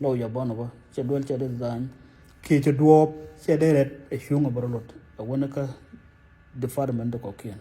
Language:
Nuer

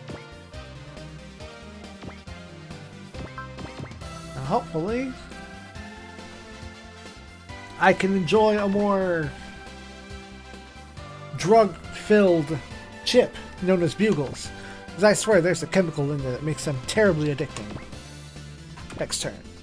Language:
English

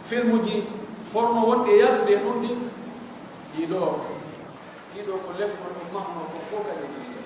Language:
Pular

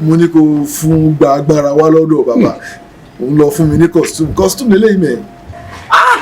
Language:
Yoruba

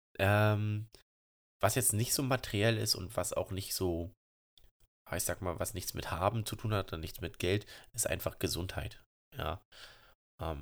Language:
German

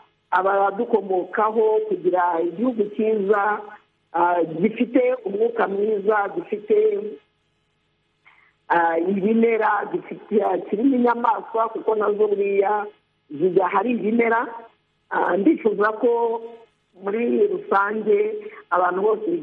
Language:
Kinyarwanda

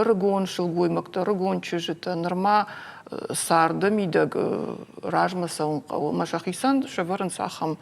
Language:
Ossetic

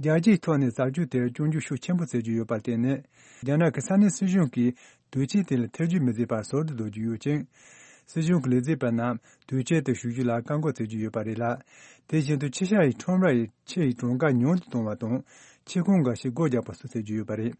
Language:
Tibetan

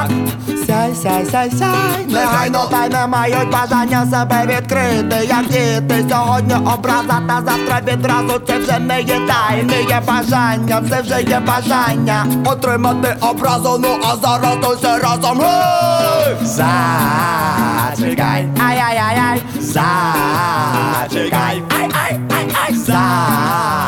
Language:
Ukrainian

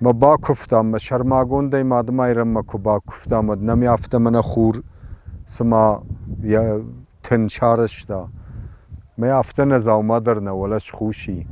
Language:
Ossetic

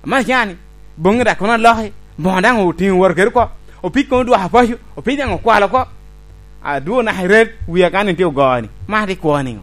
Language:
Lango (Uganda)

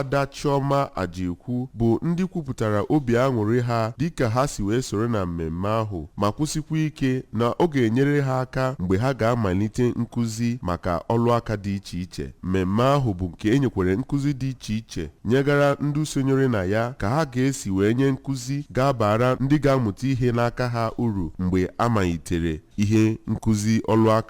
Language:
Igbo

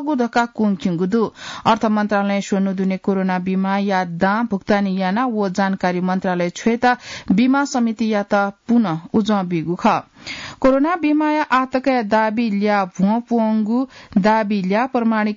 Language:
Newari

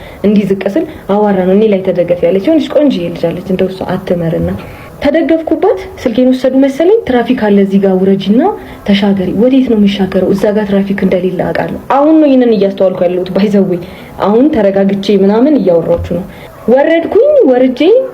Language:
Amharic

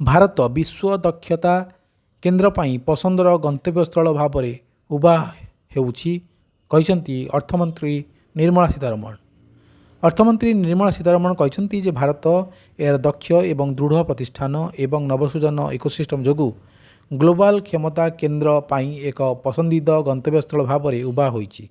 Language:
Odia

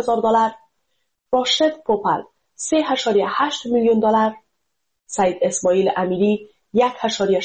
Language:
Persian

